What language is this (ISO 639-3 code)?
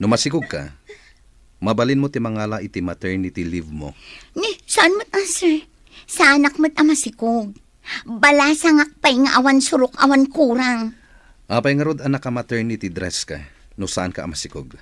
ilo